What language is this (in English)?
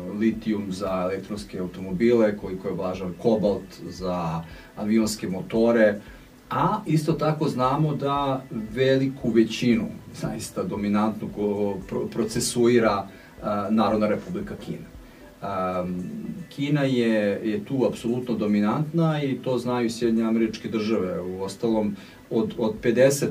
Serbian